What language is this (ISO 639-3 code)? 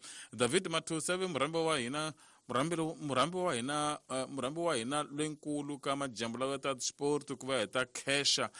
tso